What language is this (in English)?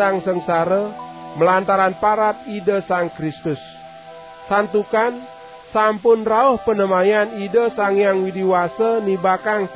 Balinese